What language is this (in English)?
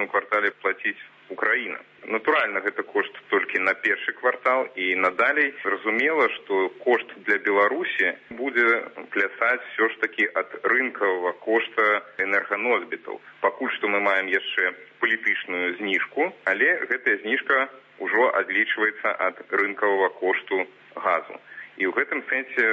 Belarusian